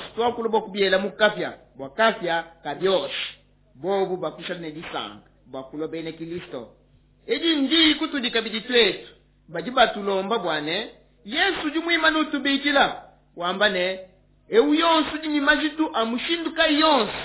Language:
Luba-Lulua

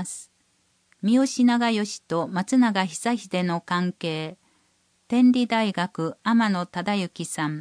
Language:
Japanese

